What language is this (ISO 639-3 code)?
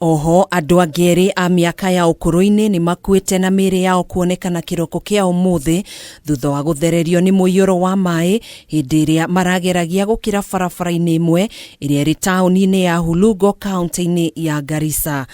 kik